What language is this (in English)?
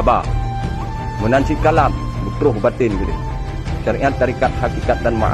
Achinese